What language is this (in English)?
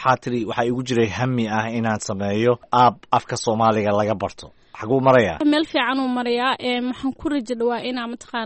Somali